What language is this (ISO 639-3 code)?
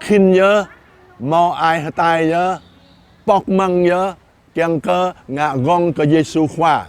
jra